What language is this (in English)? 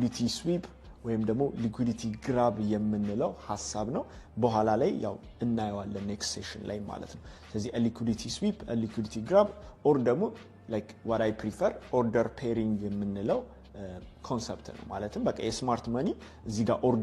Amharic